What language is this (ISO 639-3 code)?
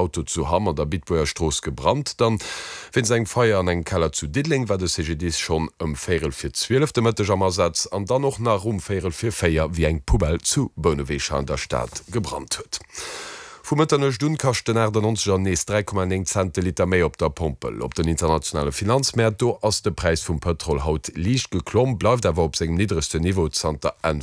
ltz